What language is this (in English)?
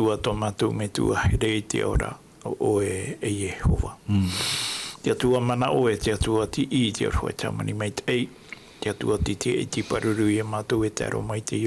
Tahitian